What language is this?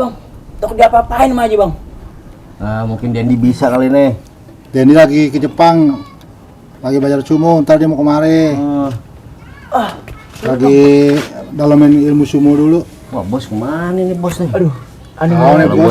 Betawi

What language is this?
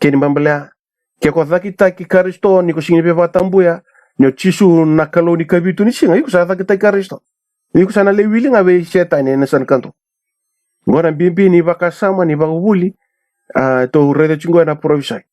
Fijian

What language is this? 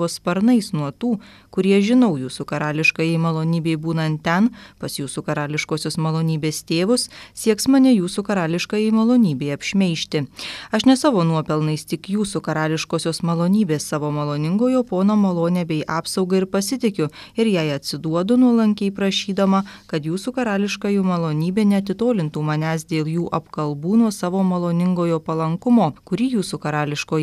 Lithuanian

